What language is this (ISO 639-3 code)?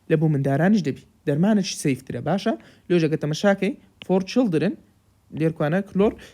ckb